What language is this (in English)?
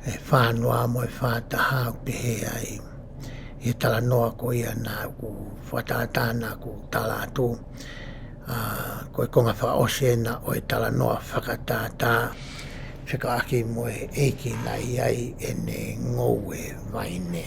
Tongan